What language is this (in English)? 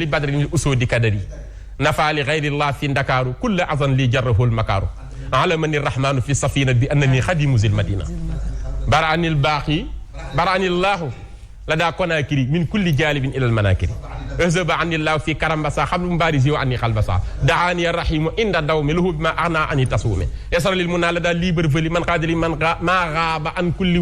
Wolof